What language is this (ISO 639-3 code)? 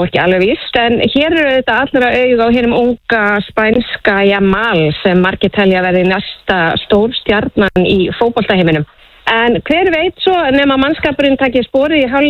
isl